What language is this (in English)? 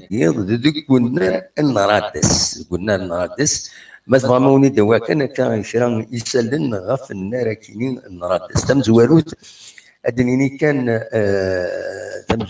Kabyle